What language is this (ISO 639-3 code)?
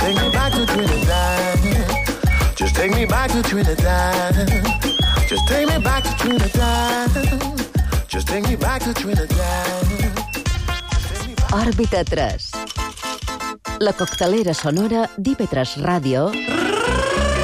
cat